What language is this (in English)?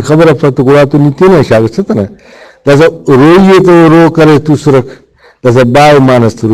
Brahui